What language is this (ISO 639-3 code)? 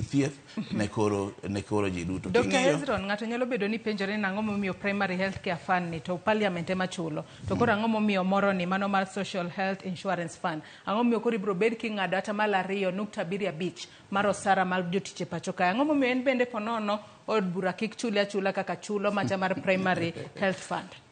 luo